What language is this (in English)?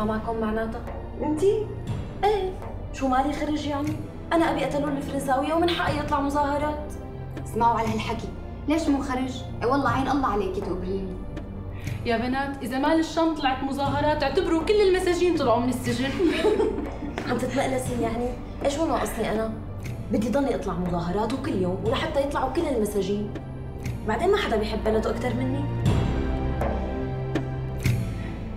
North Levantine Arabic